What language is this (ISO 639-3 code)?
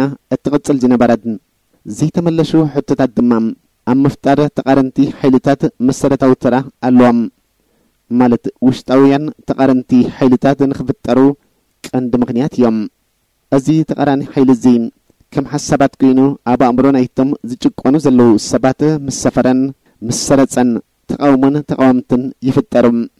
tir